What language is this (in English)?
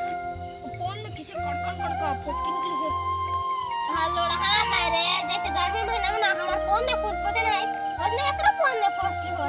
Chhattisgarhi